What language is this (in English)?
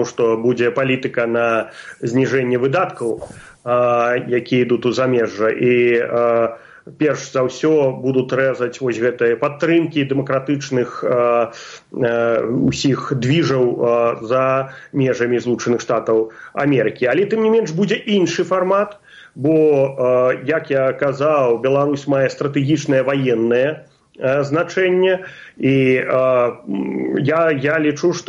Belarusian